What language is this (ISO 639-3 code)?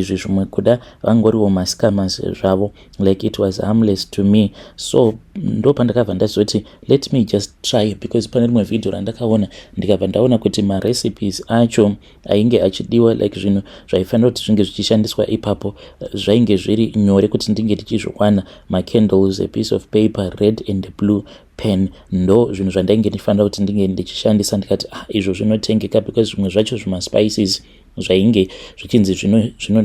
sna